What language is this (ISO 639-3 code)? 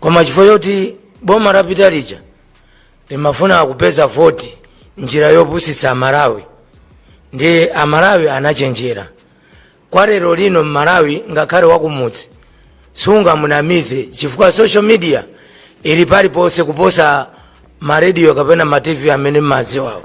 nya